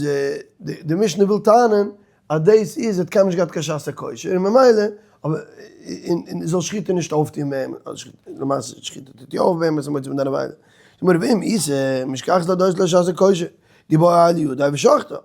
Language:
Yiddish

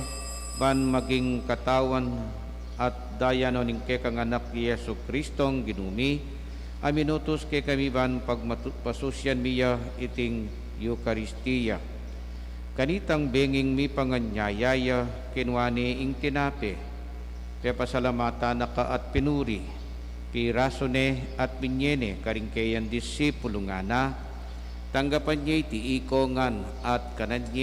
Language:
Pampanga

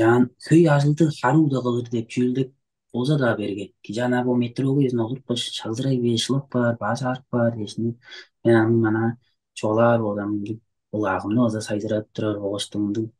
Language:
Tuvinian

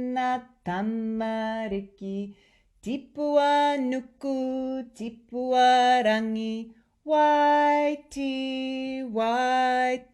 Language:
Māori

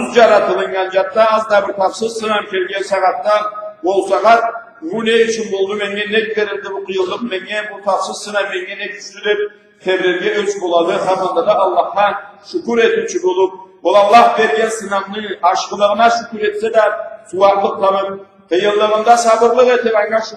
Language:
Karachay-Balkar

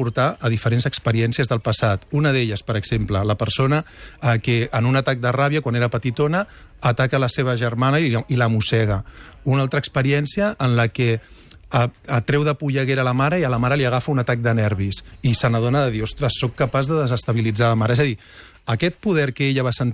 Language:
Catalan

